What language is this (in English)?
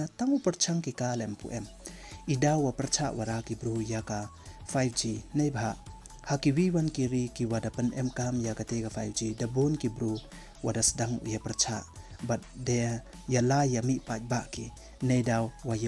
Pnar